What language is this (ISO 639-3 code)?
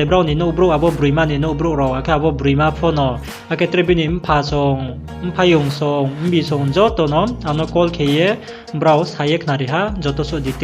ria